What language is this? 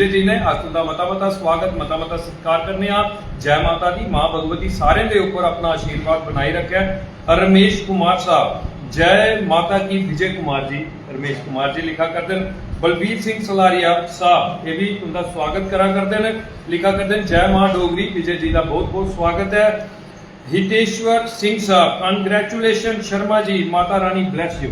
Dogri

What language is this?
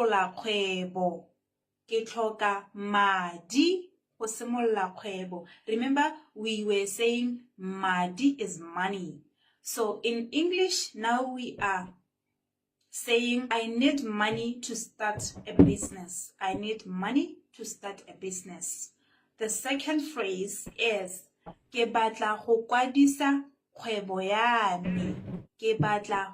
Tswana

